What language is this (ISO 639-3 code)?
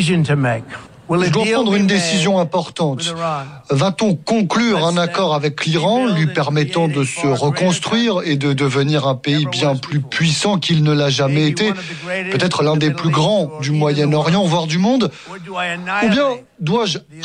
fra